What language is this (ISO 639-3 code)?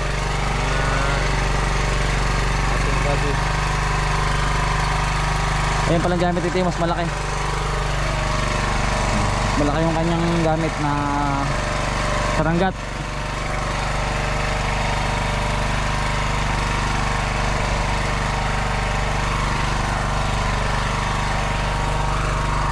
fil